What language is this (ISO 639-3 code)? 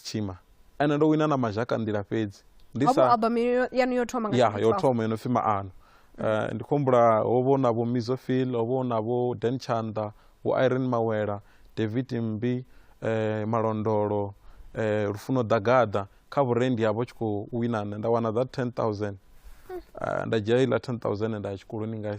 ven